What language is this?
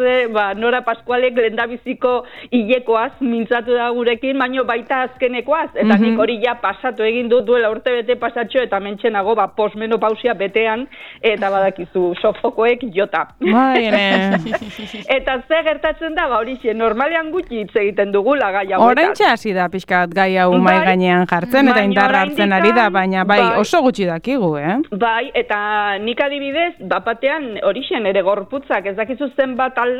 Basque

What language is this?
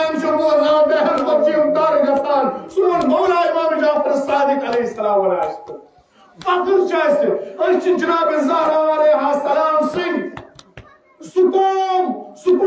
Kashmiri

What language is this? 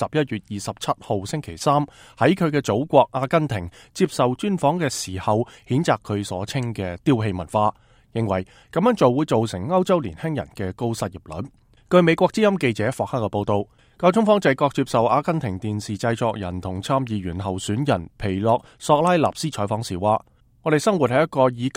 Cantonese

